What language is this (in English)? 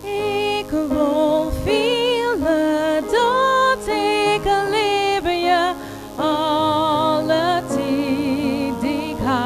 Western Frisian